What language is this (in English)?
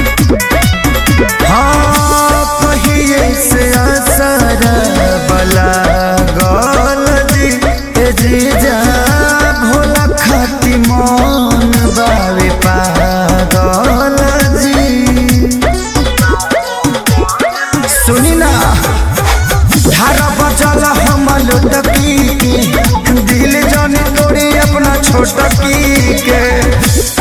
Bhojpuri